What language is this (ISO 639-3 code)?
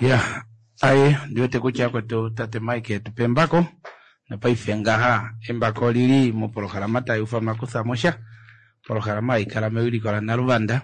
kua